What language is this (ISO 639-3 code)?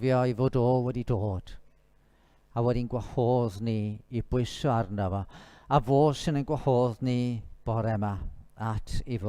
cym